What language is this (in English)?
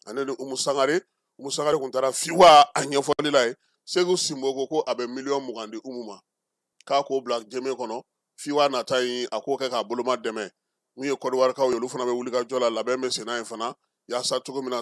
Bambara